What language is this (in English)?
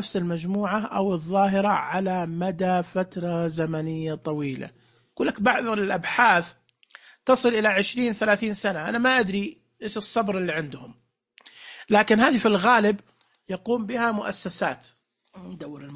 Najdi Arabic